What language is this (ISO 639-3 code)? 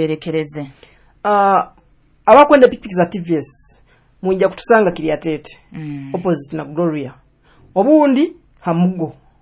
nyo